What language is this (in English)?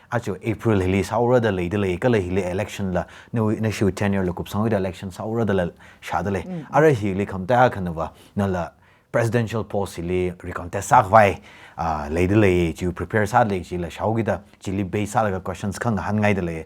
Tangkhul Naga (India)